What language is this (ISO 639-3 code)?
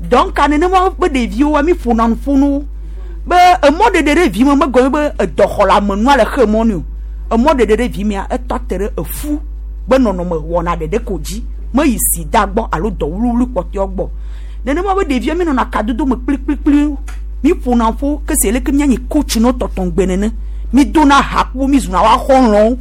gej